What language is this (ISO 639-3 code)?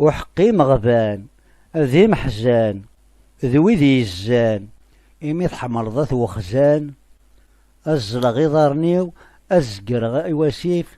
kab